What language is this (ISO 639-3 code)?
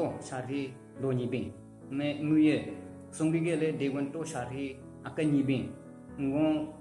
nre